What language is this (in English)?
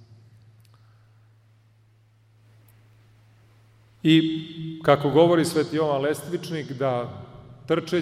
Serbian